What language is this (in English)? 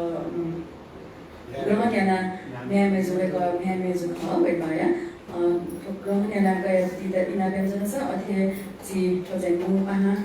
Newari